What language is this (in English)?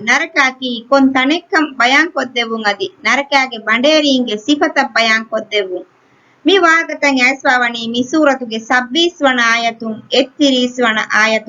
Divehi